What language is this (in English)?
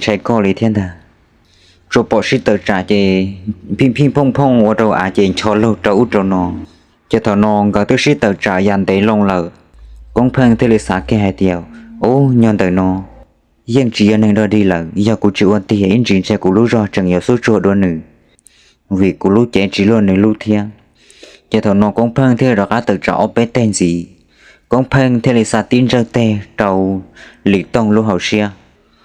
Hmong